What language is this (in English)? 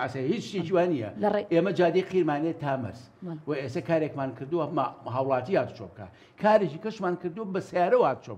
Central Kurdish